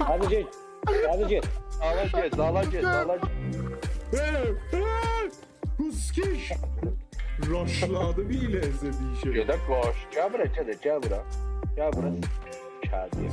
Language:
South Azerbaijani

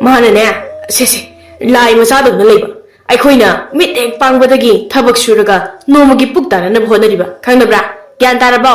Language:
Manipuri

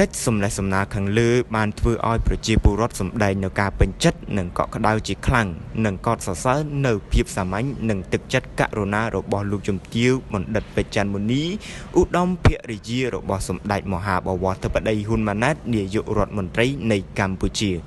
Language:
Khmer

